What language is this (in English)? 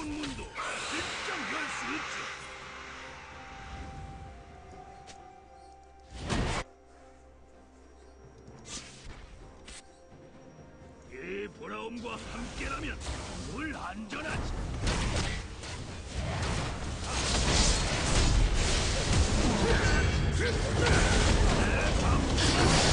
Korean